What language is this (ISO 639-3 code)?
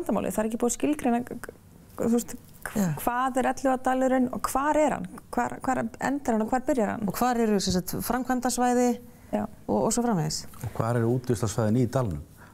isl